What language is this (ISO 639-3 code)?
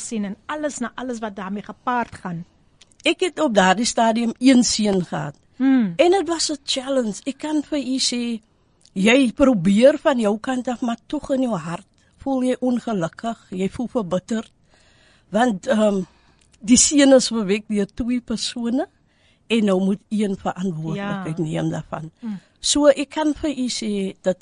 afr